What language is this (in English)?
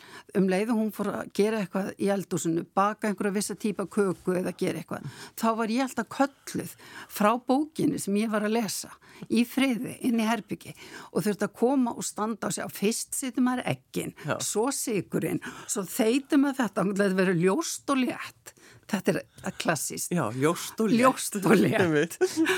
Icelandic